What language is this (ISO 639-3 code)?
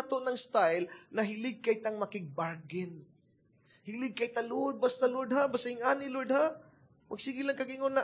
ceb